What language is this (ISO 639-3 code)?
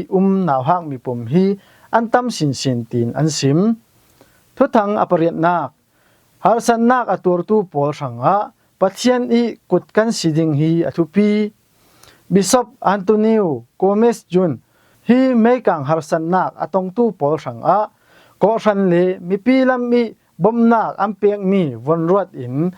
cfm